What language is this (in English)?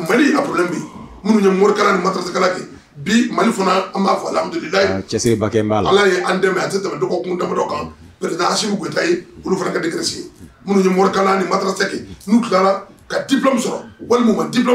Bambara